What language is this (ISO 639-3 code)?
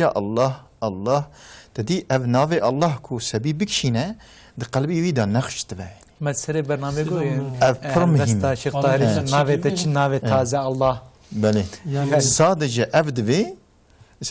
kur